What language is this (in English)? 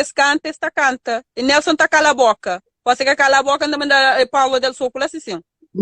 Kabuverdianu